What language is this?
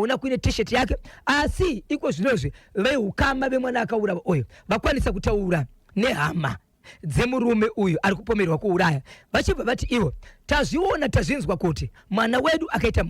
Shona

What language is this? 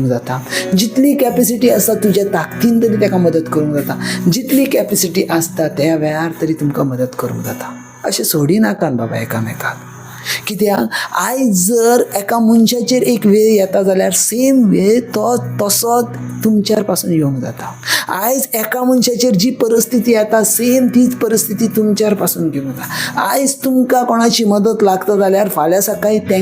Konkani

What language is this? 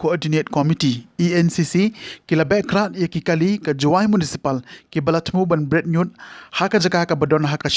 Khasi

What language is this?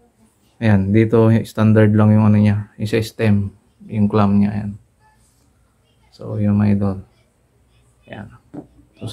Filipino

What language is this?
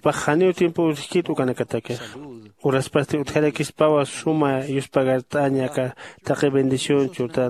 Aymara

